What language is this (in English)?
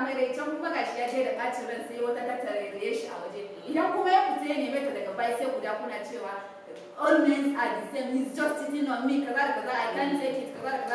Hausa